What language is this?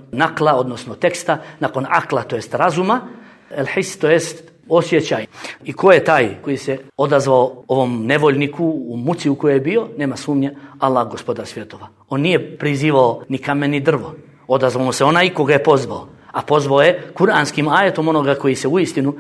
Bosnian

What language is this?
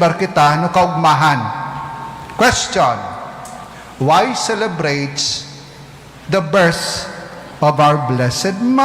Bikol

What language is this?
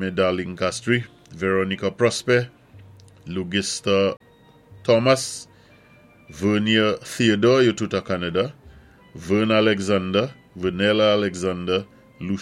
Saint Lucian Creole French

